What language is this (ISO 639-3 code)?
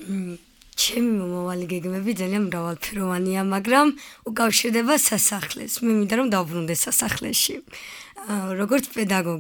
kat